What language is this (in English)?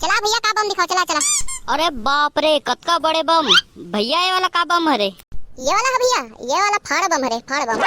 Chhattisgarhi